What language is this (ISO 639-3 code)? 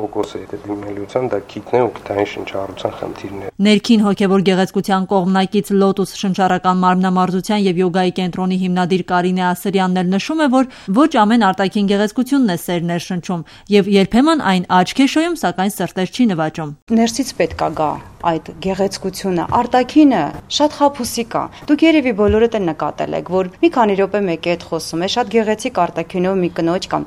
hye